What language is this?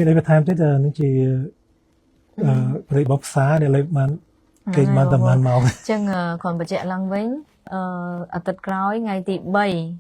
Khmer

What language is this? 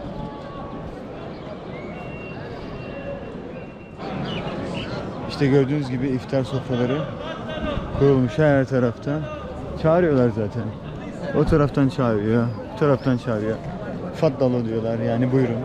Turkish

